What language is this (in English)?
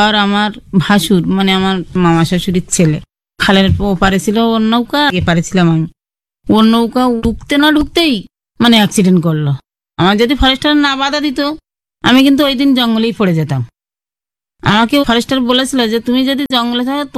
Bangla